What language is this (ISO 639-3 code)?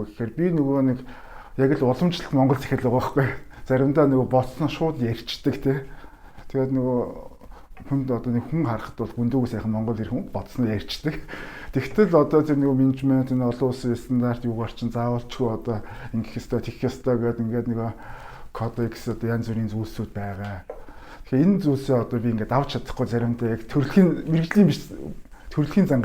mon